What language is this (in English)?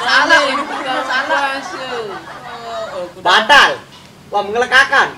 Sasak